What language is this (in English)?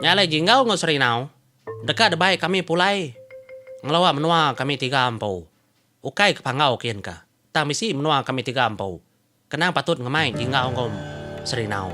Iban